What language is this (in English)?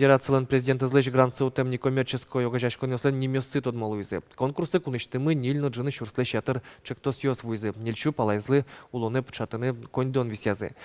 Udmurt